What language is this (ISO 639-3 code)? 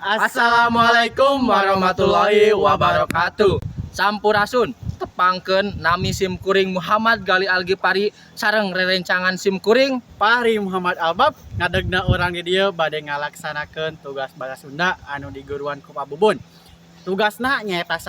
sun